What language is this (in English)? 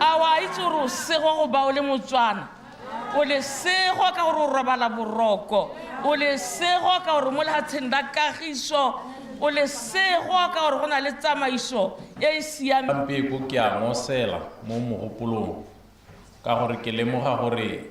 Tswana